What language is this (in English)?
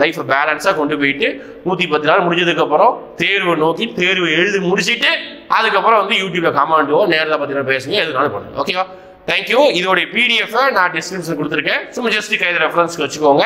Tamil